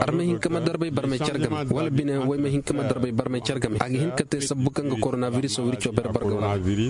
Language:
Koyraboro Senni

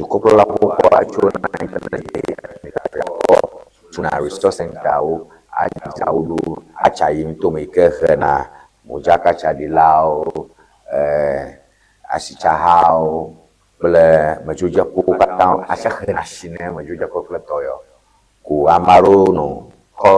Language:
Ewe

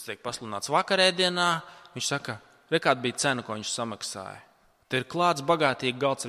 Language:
Latvian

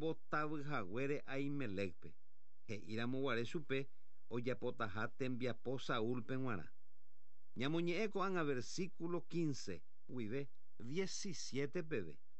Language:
Guarani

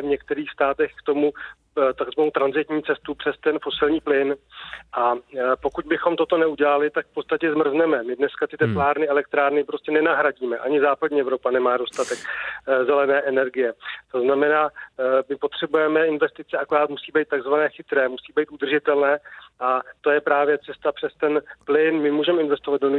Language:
Czech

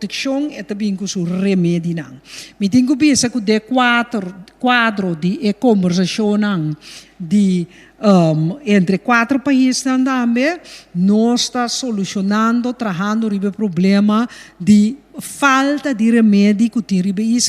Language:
Papiamento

